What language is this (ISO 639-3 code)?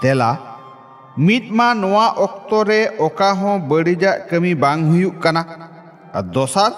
sat